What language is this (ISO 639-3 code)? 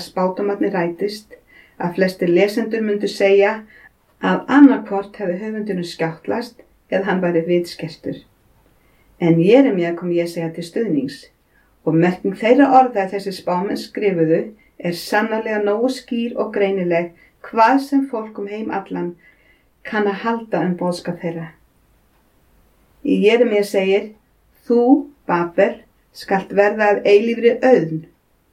isl